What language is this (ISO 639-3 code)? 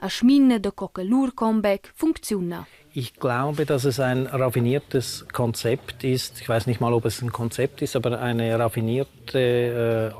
roh